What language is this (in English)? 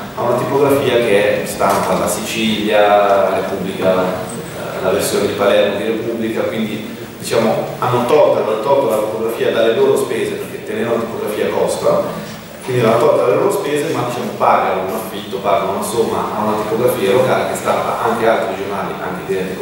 Italian